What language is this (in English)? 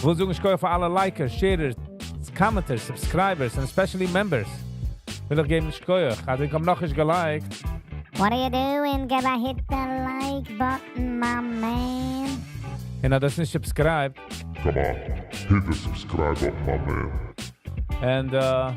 Yiddish